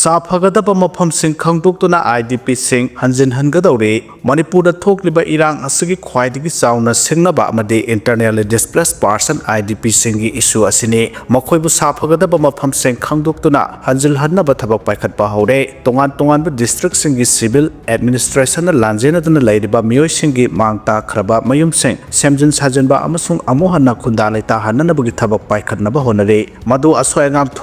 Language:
Manipuri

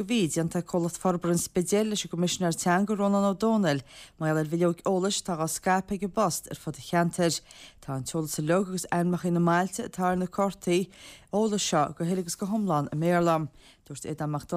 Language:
Irish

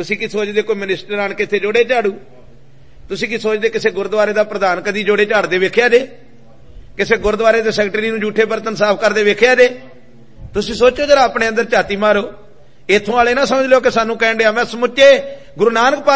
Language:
Punjabi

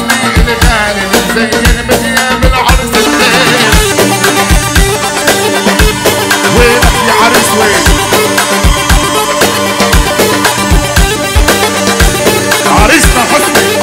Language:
South Levantine Arabic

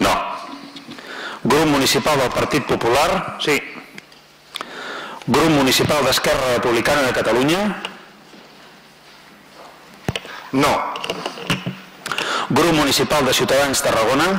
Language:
Catalan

